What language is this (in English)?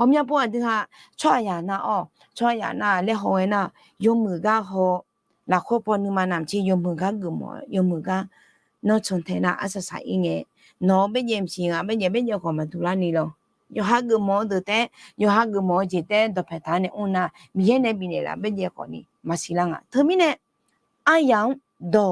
Akha